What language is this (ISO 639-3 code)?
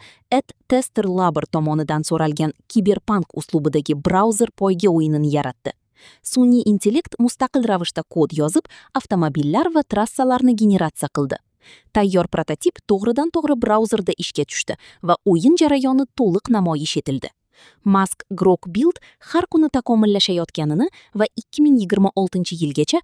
uzb